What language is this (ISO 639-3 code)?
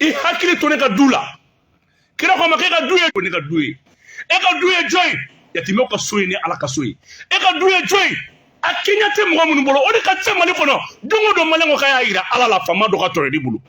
bam